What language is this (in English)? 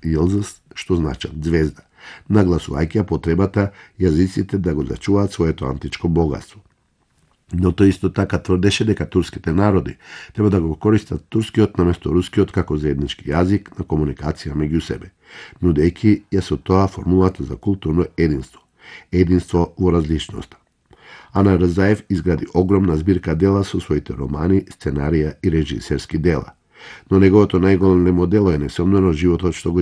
Macedonian